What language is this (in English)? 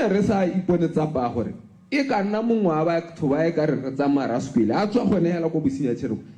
Tswana